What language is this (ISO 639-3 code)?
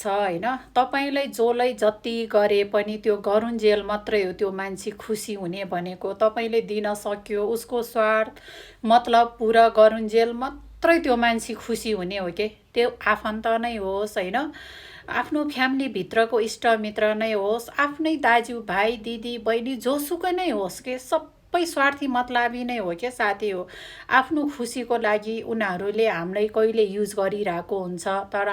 nep